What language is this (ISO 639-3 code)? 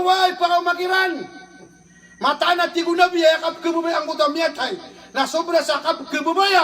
mrw